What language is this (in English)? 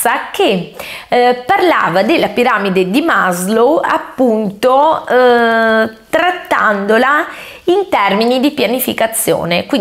Italian